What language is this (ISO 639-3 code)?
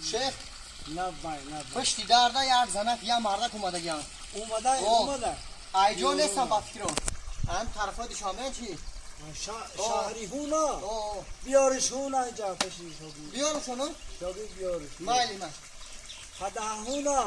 tgk